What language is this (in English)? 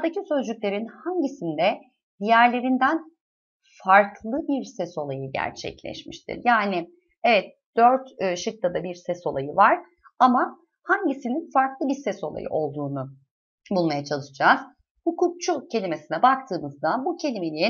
Turkish